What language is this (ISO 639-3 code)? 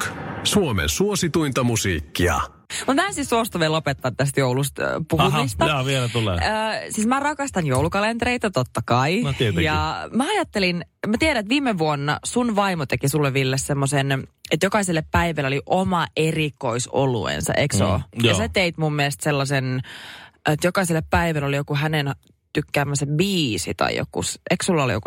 fin